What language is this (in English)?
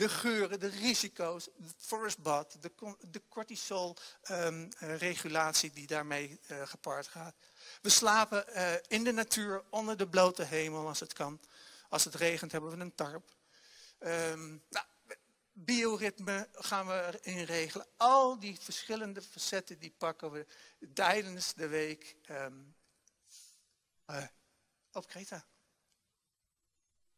Dutch